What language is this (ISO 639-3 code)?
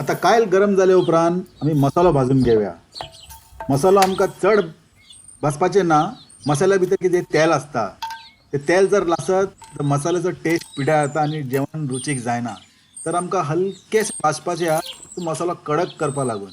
kok